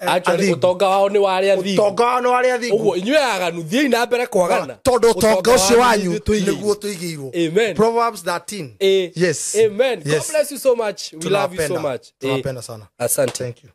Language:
Kikuyu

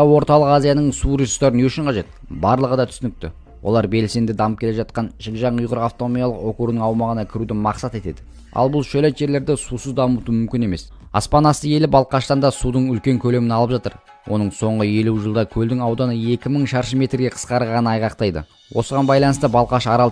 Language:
Kazakh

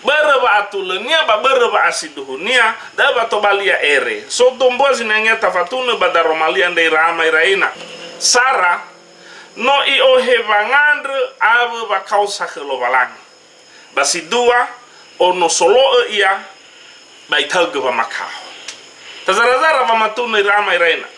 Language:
Nias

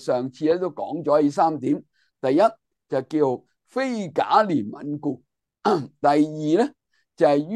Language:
Cantonese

